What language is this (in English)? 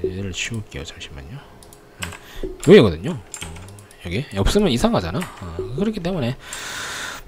Korean